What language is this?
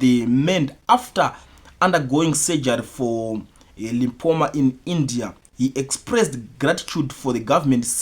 Shona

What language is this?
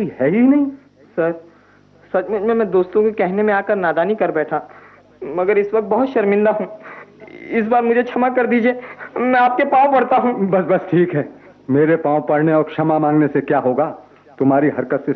Hindi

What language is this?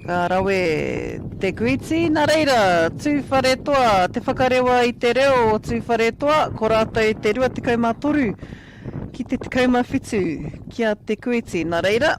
Māori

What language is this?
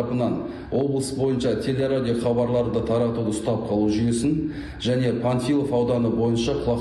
Kazakh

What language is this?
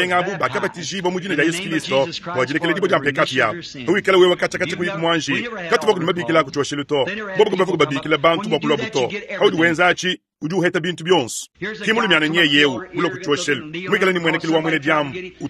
Luba-Lulua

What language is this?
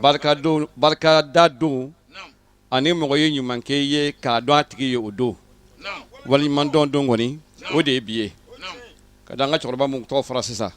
Bambara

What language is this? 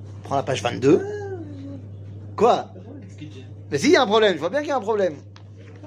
French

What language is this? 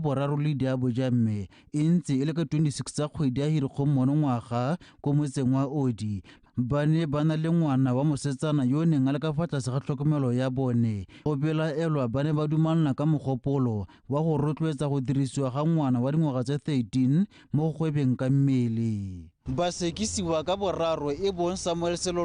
Tswana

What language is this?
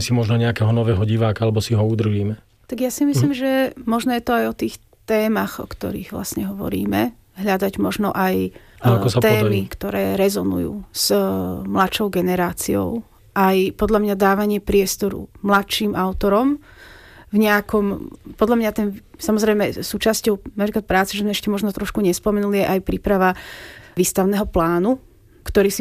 Slovak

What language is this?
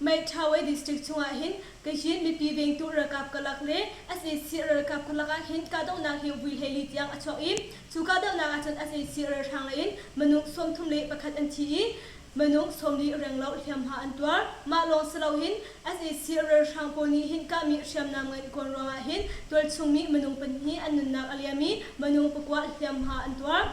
Hakha Chin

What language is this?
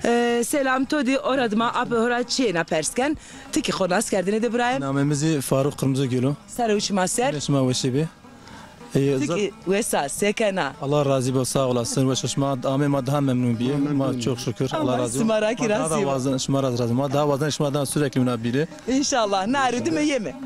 Zaza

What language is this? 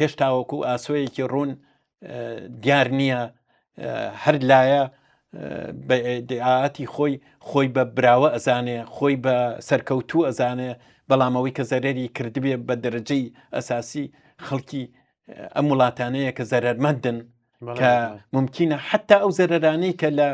Central Kurdish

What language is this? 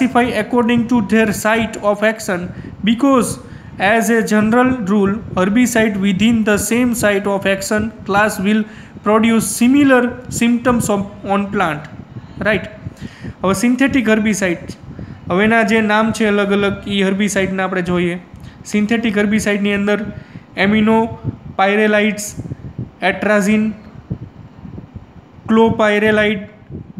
Gujarati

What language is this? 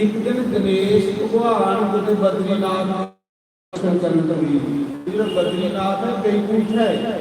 Dogri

